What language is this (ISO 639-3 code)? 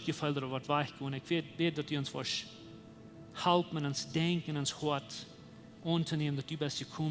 pdt